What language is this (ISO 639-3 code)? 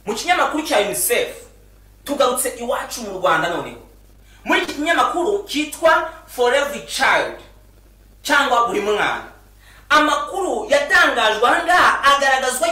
kin